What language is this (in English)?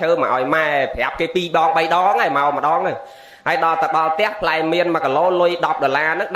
Khmer